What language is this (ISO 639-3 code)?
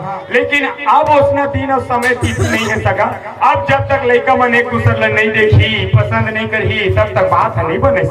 hne